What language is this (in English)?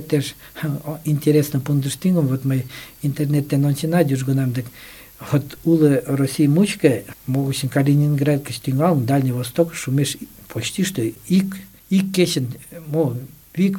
Mari